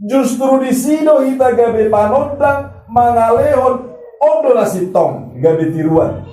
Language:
Batak Toba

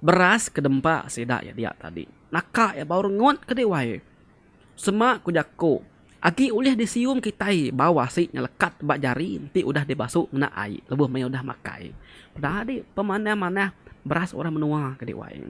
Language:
Iban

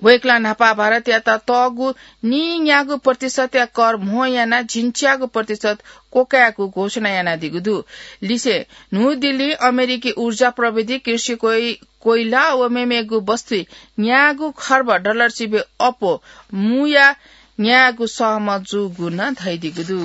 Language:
Newari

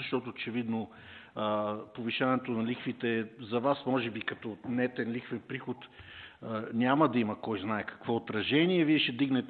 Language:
Bulgarian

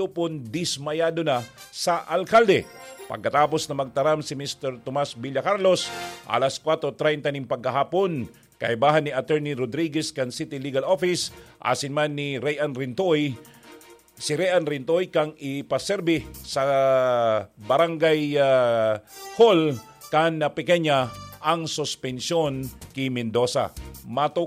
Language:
Bikol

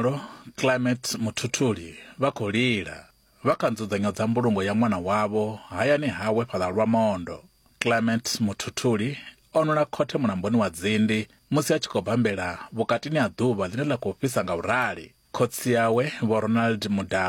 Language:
Venda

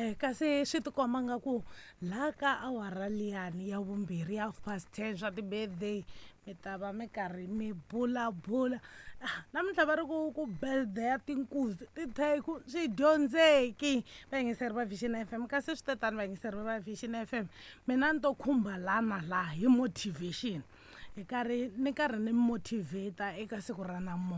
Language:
Tsonga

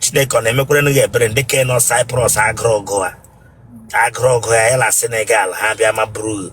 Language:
Igbo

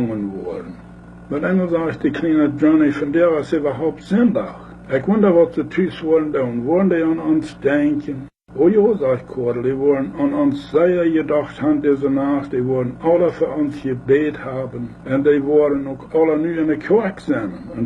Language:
Plautdietsch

